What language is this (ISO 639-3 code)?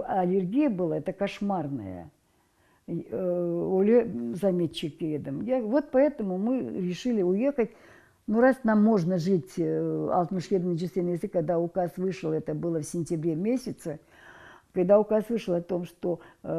crh